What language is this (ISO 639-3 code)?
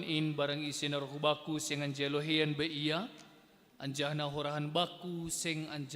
bts